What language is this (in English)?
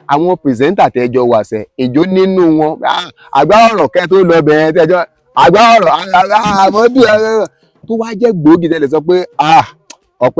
Yoruba